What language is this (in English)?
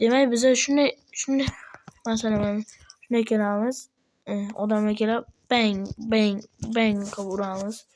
Uzbek